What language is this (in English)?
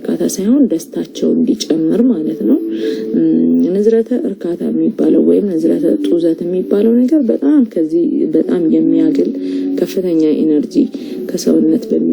Amharic